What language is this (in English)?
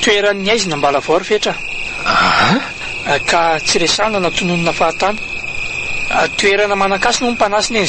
Malagasy